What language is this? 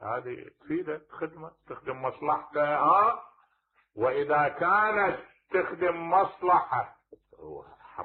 Mesopotamian Arabic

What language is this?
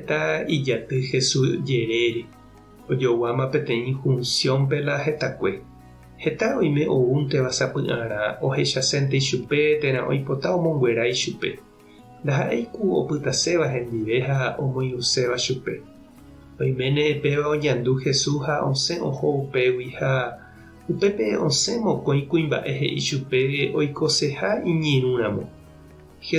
Guarani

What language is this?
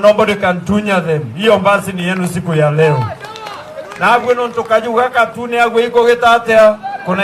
Meru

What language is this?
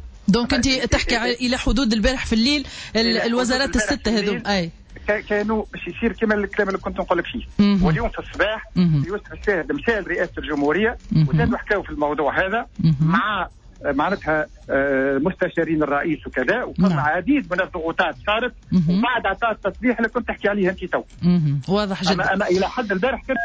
Tunisian Arabic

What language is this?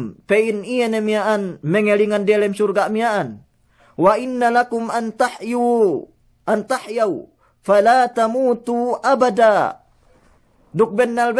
Yakan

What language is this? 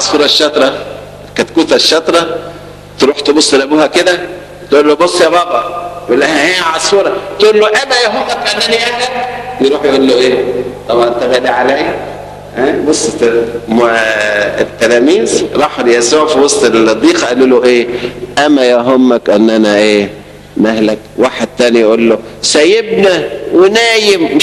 Egyptian Arabic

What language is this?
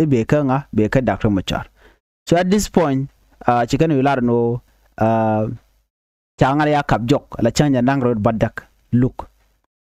Nuer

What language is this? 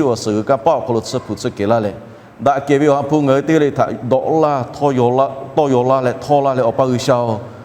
Lahu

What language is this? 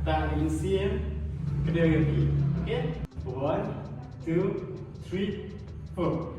Khasi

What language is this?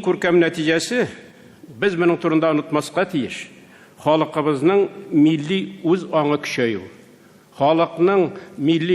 Tatar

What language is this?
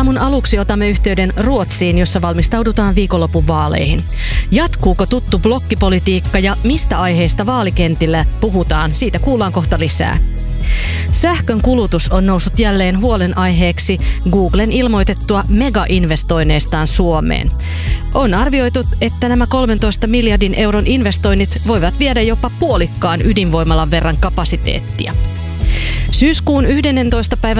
Finnish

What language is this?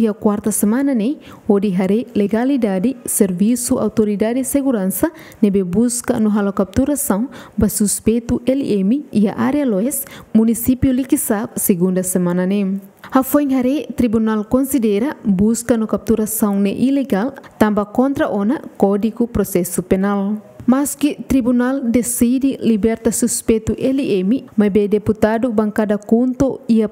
Tetum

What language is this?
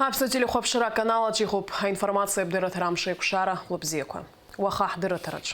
Abkhazian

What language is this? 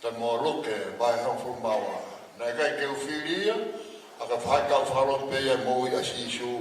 Tongan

